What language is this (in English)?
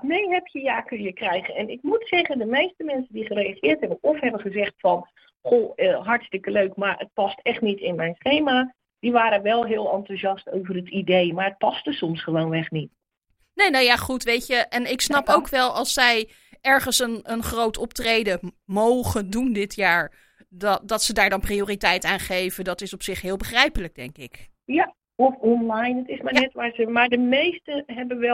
Dutch